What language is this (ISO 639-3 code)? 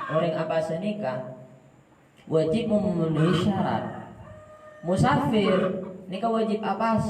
mad